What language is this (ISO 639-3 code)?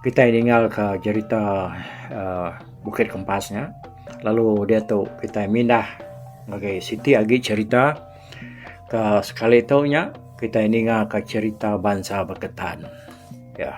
iba